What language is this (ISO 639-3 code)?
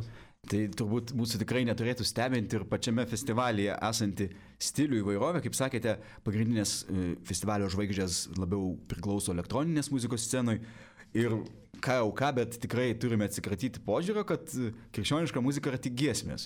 lit